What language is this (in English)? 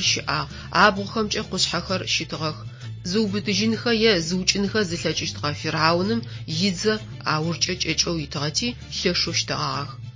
Adyghe